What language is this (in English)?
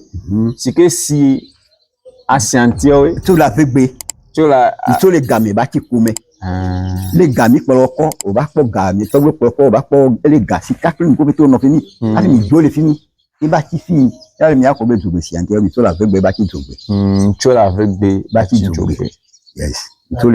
Ewe